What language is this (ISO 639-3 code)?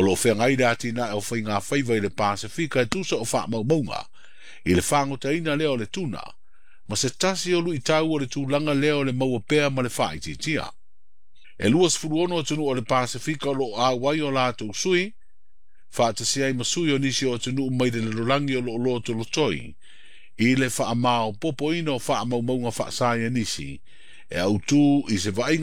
smo